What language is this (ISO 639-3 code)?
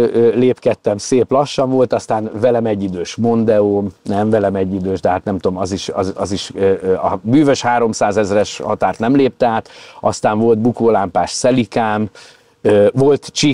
hun